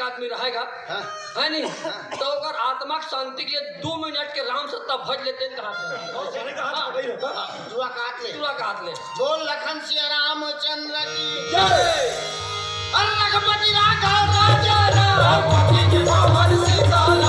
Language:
Chhattisgarhi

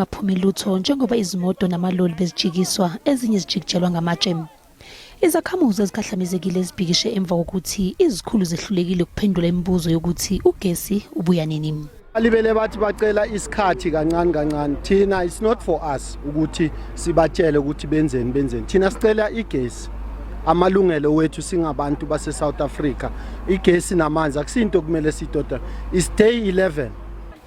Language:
Zulu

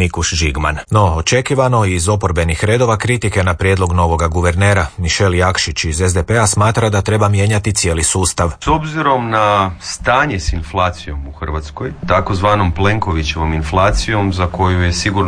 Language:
Croatian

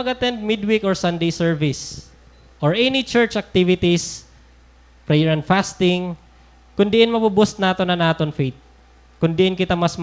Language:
Waray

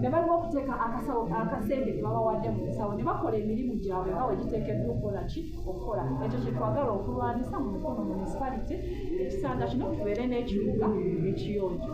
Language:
Ganda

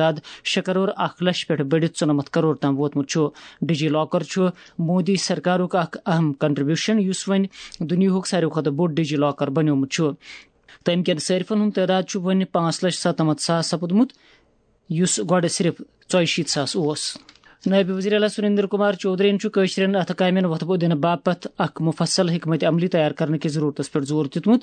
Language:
Kashmiri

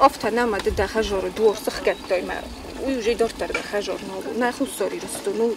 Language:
Ossetic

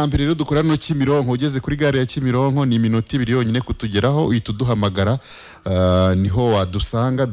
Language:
Kinyarwanda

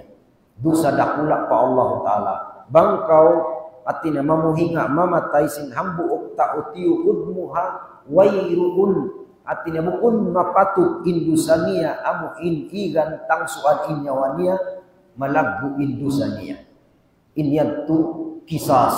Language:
Tausug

